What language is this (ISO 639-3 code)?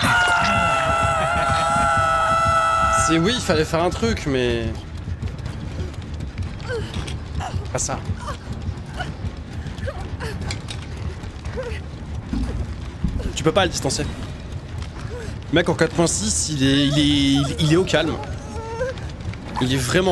fra